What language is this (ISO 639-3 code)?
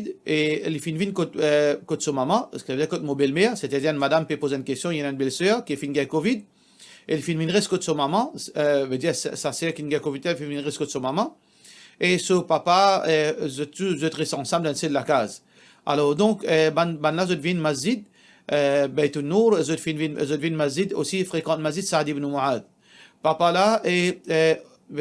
mfe